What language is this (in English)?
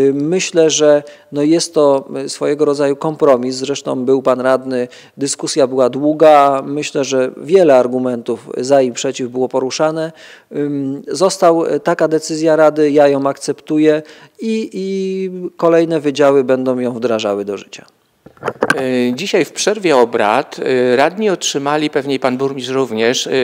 Polish